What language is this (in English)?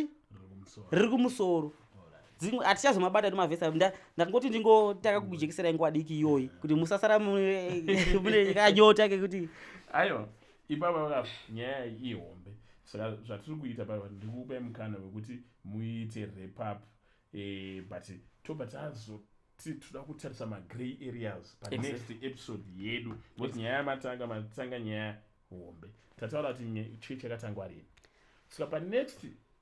Shona